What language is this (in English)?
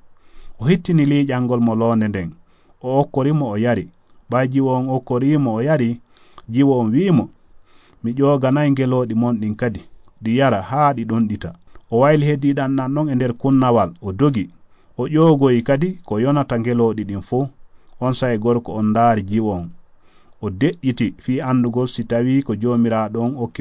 Fula